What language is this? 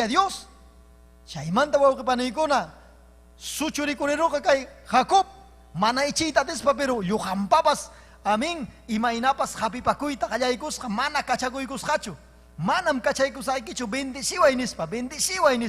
Ayacucho Quechua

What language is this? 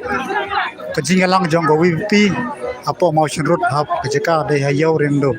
Khasi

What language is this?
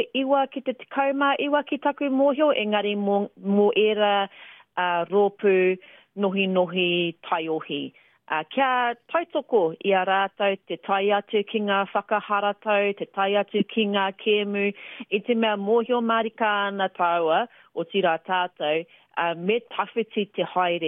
Māori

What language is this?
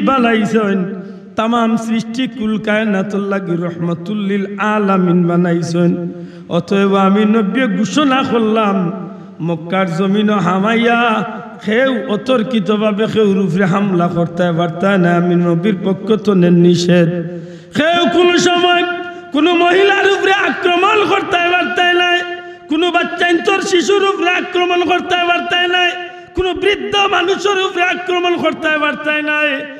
Sylheti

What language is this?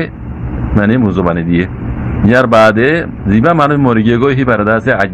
Rohingya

